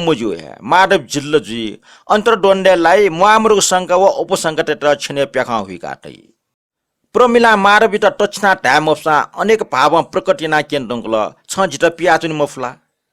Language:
Newari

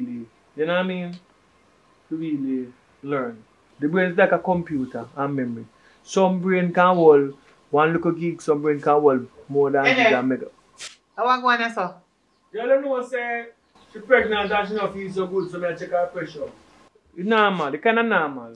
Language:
Jamaican Creole English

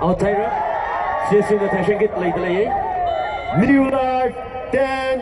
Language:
Tangkhul Naga (India)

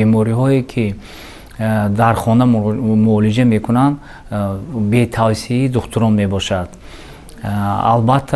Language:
Tajik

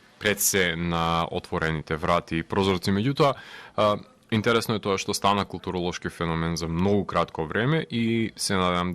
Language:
Macedonian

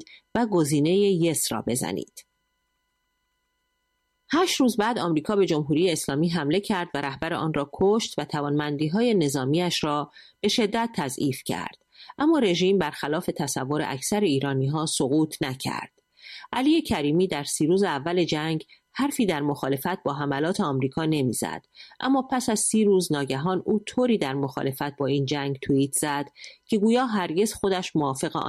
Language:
Persian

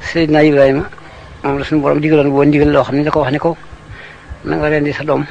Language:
Wolof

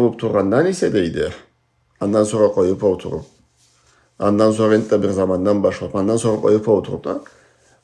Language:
Karachay-Balkar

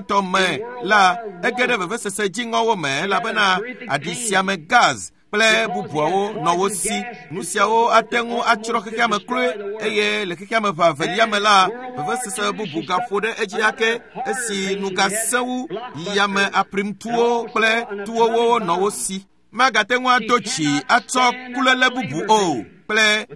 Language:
Ewe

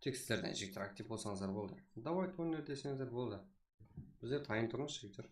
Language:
Kara-Kalpak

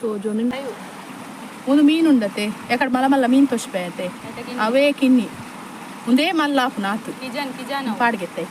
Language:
Tulu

